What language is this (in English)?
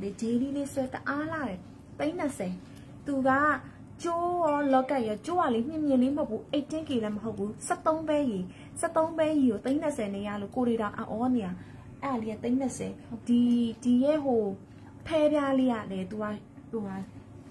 Burmese